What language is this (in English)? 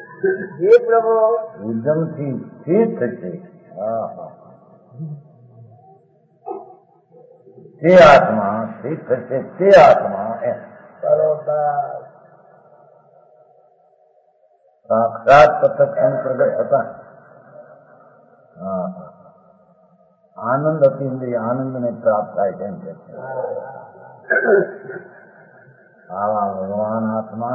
Gujarati